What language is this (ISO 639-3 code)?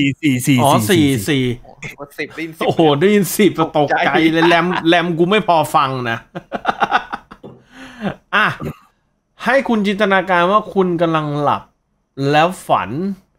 tha